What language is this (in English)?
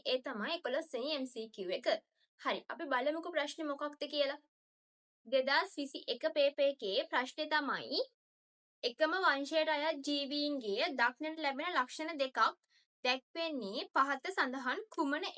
Sinhala